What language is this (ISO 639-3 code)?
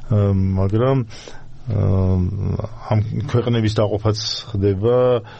kat